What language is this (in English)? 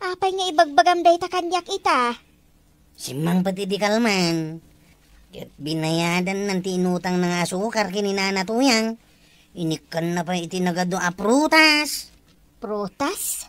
Iloko